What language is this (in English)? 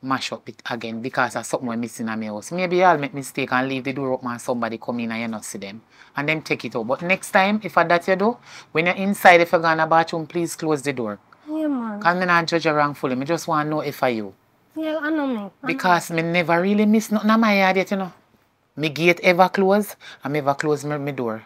Jamaican Creole English